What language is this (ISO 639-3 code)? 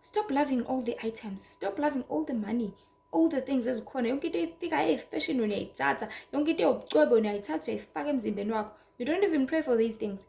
zul